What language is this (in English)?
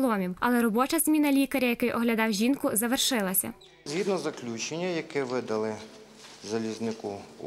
Ukrainian